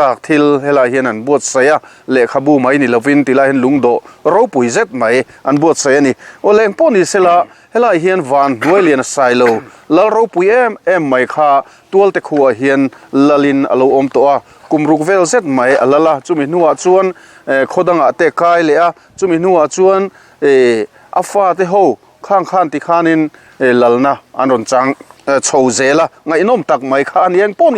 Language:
Mizo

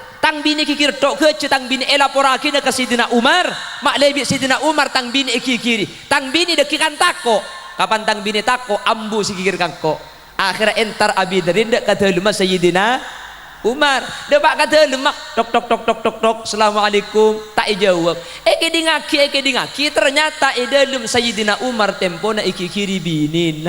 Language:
Madurese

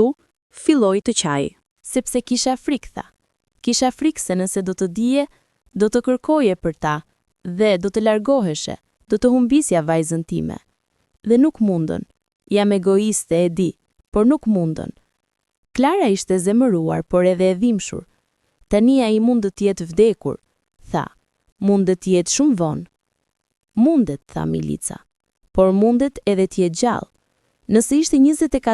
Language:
Albanian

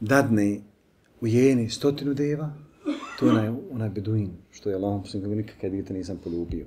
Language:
Bosnian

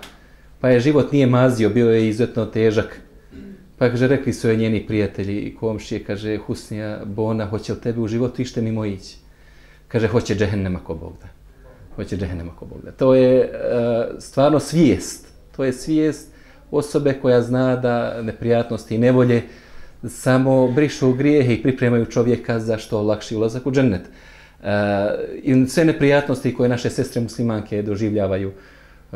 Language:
Bosnian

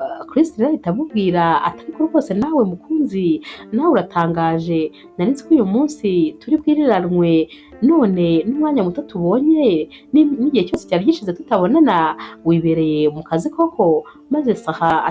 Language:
Kinyarwanda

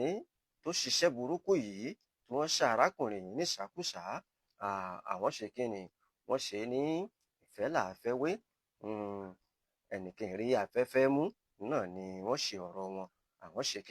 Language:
Yoruba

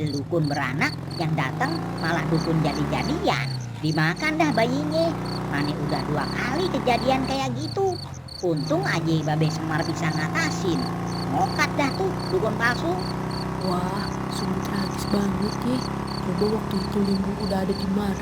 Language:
Betawi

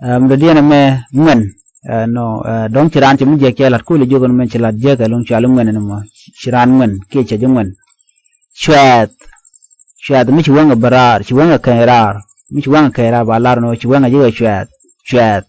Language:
Nuer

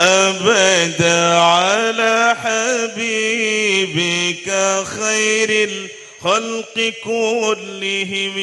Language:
Madurese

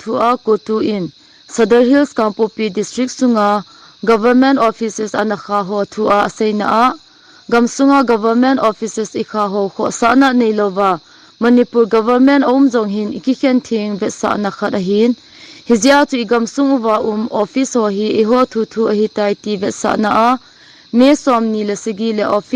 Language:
Thado Chin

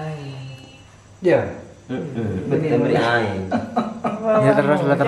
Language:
Madurese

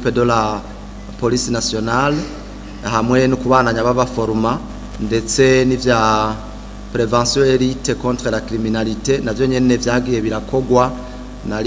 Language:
Rundi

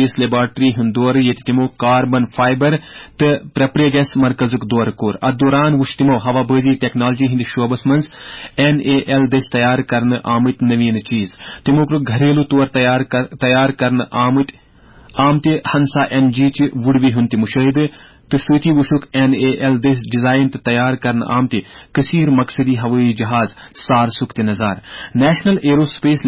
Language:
Kashmiri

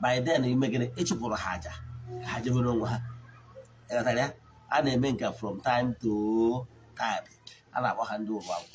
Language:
Igbo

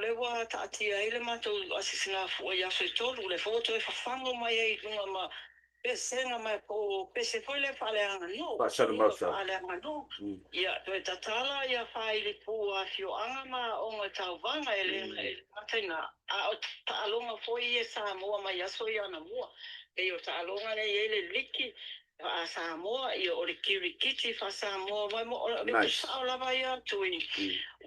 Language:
Samoan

